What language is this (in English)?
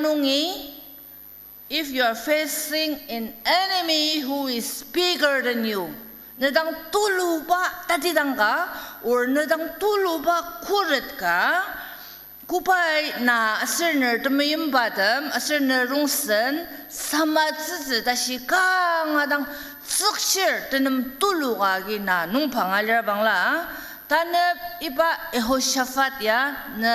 Ao Naga